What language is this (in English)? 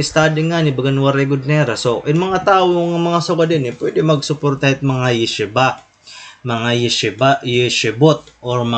Waray